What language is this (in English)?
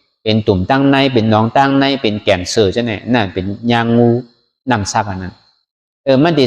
Shan